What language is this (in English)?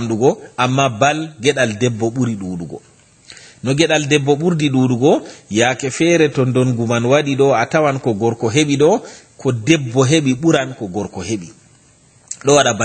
Fula